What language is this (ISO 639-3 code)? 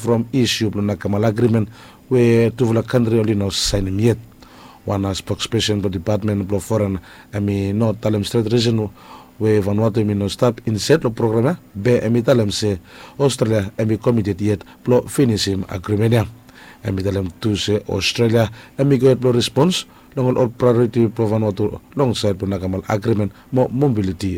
bis